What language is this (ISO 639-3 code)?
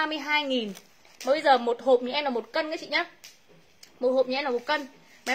vie